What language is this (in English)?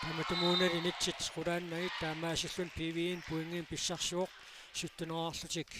Kalaallisut